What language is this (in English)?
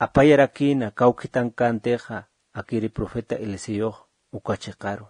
Aymara